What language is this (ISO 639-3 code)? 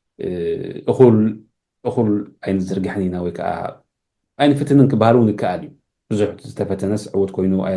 tir